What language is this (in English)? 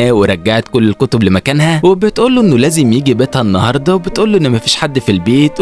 Egyptian Arabic